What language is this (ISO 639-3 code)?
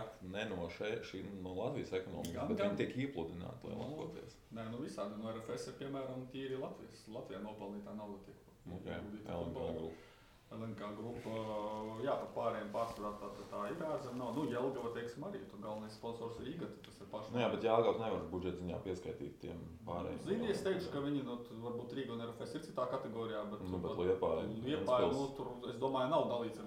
lav